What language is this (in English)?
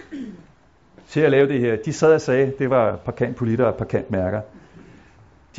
Danish